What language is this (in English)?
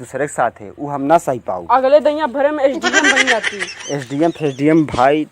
Awadhi